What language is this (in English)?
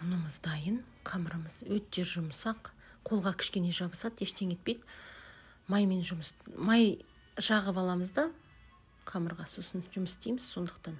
Kazakh